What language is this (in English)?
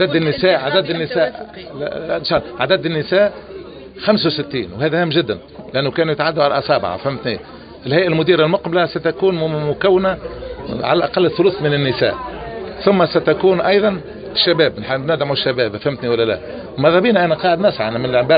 Tunisian Arabic